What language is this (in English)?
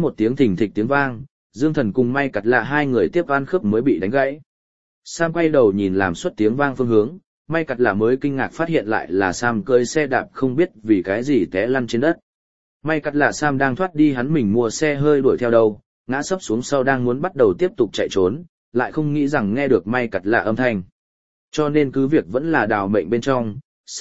Vietnamese